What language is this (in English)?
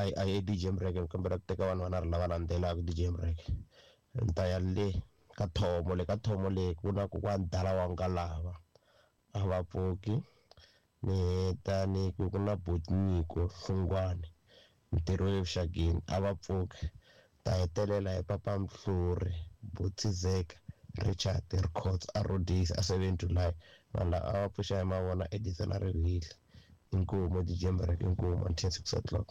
Tsonga